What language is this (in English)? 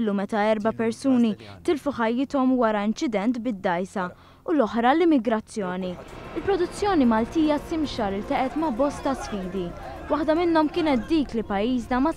Maltese